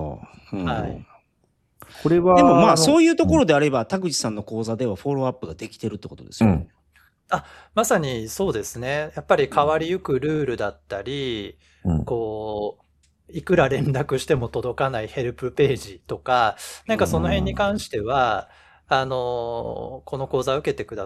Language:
Japanese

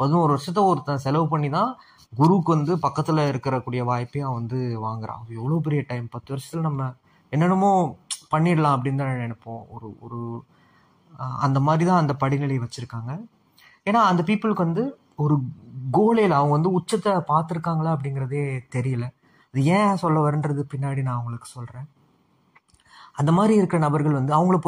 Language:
Tamil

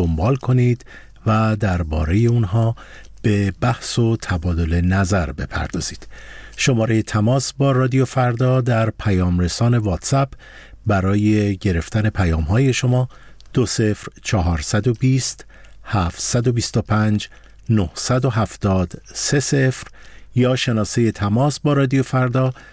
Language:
Persian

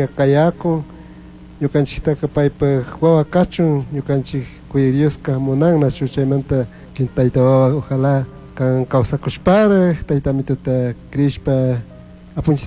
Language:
Chimborazo Highland Quichua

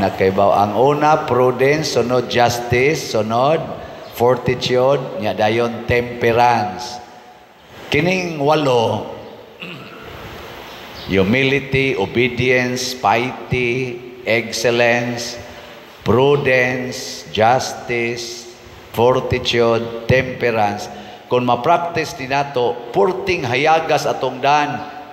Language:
Cebuano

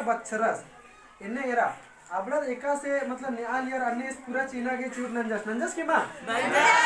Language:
Kurukh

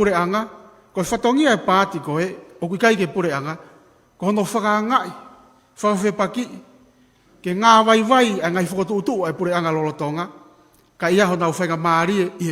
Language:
Tongan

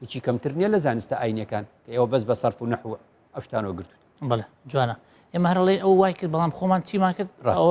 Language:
Central Kurdish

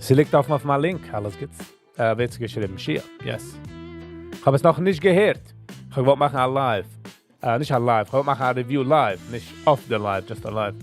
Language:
Yiddish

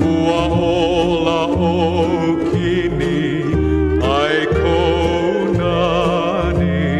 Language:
Hawaiian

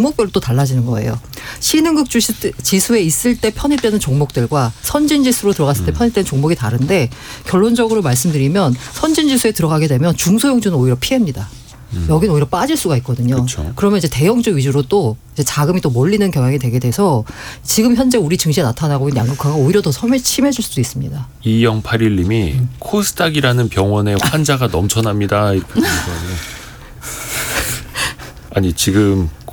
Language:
Korean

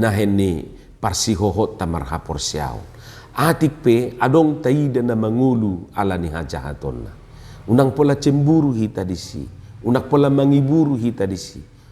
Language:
Batak Toba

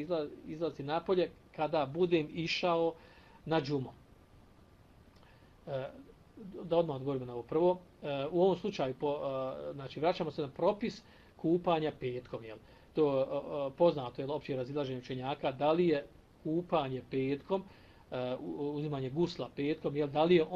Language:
Bosnian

